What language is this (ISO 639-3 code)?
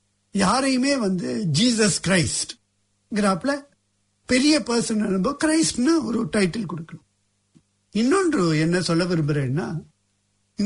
tam